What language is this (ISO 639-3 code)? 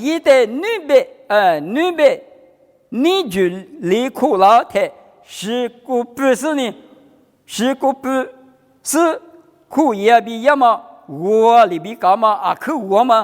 lis